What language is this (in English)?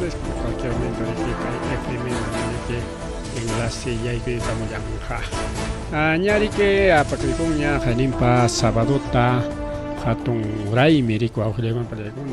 Ayacucho Quechua